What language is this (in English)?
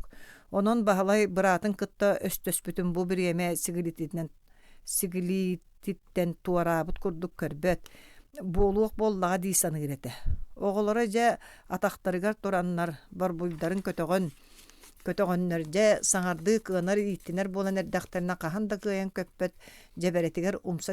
Yakut